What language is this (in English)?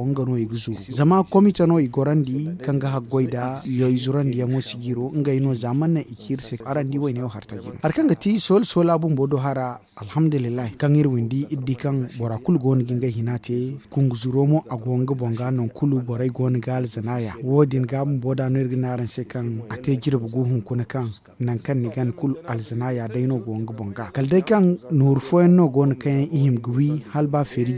Zarma